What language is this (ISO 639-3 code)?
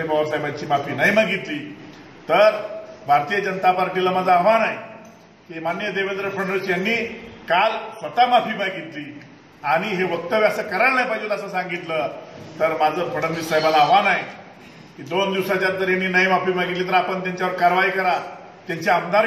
mar